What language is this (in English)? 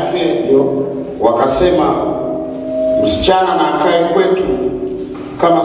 Swahili